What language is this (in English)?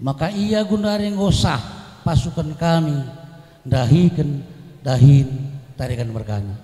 Batak Karo